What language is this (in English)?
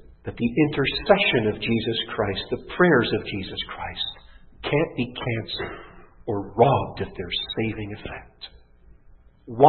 English